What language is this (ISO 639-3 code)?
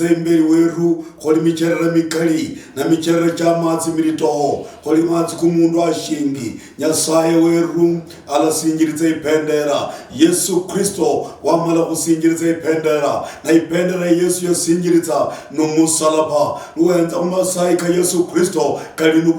luy